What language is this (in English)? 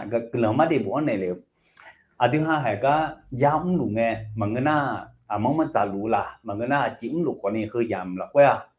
Akha